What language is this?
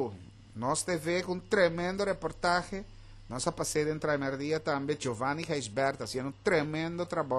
Papiamento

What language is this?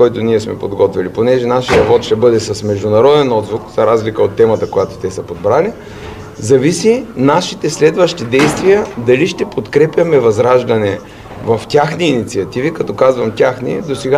Bulgarian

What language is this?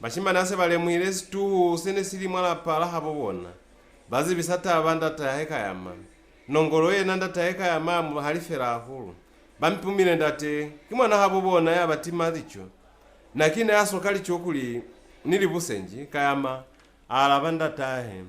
Lozi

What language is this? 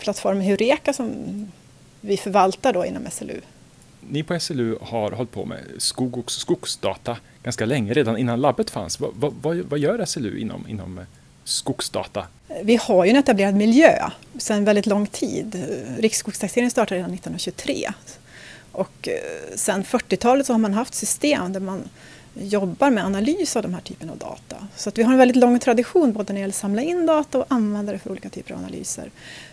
Swedish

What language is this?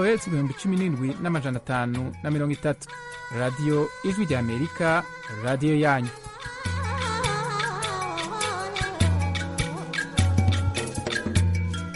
Kinyarwanda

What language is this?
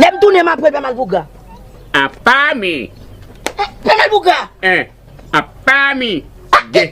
Haitian Creole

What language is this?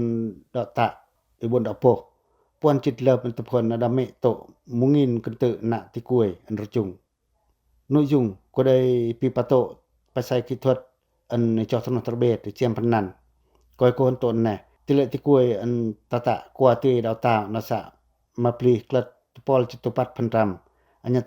Pacoh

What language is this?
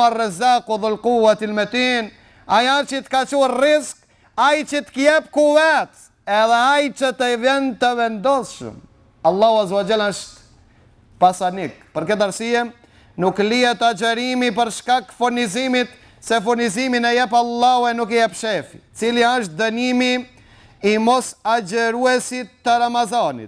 Albanian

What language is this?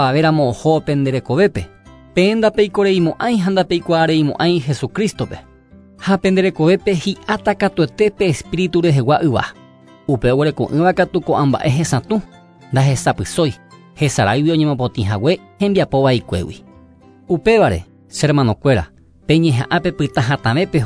Guarani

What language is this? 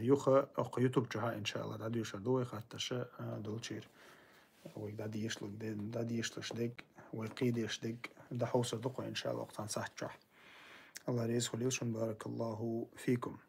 Chechen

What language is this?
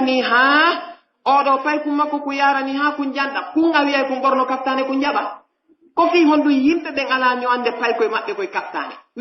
Pular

